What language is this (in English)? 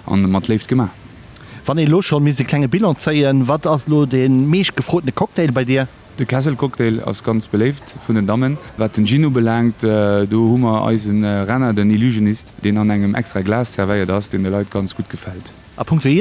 Luxembourgish